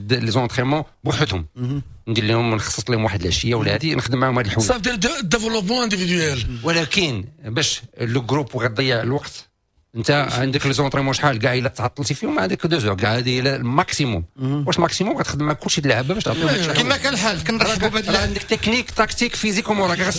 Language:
Moroccan Arabic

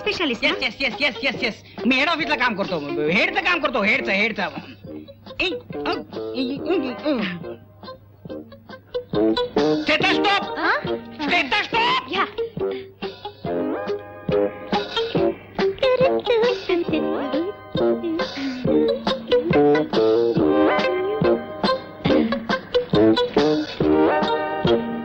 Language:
Marathi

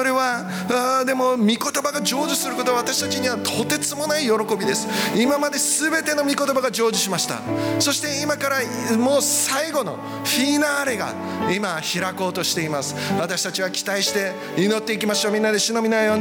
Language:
Japanese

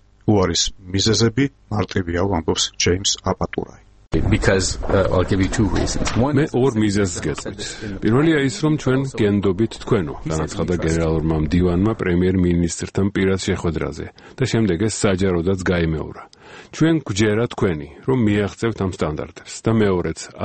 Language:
Georgian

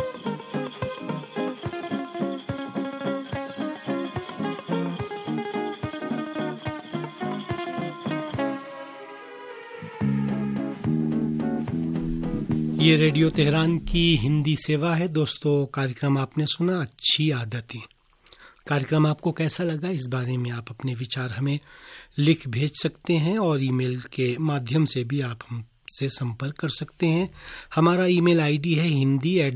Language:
Hindi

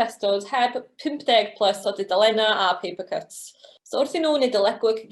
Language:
Welsh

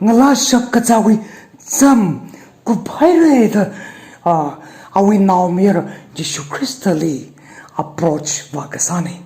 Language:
Tangkhul Naga (India)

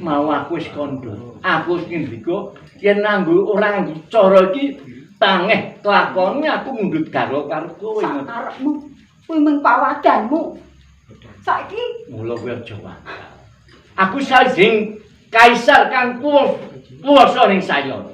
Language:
Javanese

